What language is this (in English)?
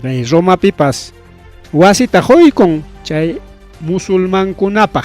Ayacucho Quechua